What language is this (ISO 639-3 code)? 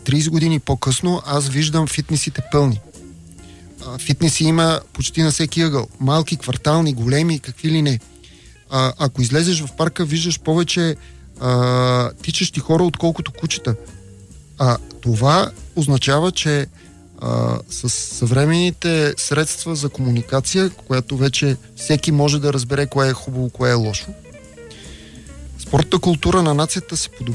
bul